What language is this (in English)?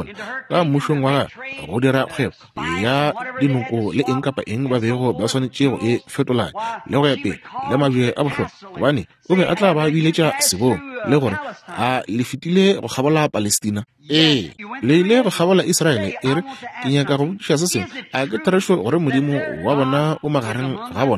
Northern Sotho